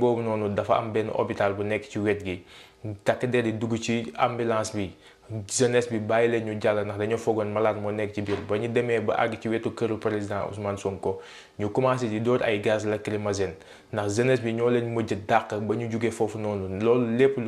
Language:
Wolof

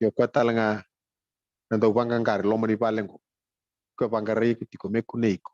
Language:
Fijian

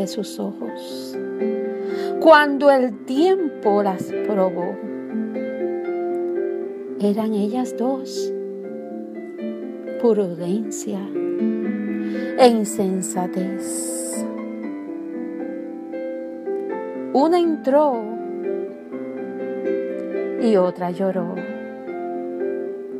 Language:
Spanish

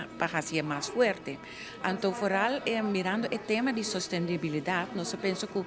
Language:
Papiamento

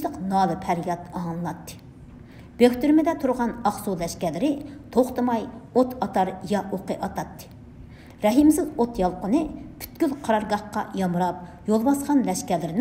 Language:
Uyghur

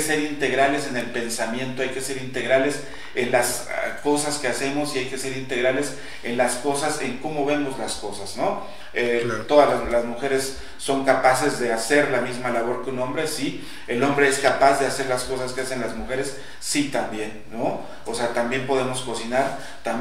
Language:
Spanish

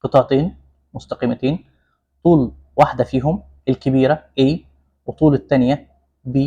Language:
Egyptian Arabic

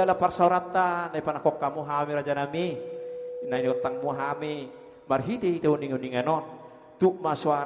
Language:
Batak Toba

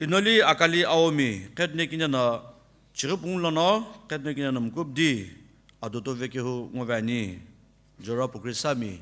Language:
Sumi Naga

